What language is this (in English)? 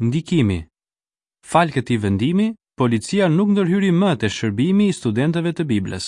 Albanian